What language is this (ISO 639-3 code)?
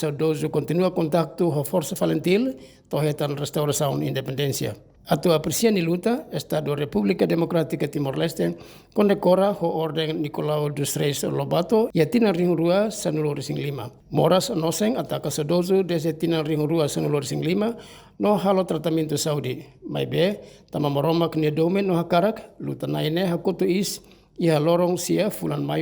tet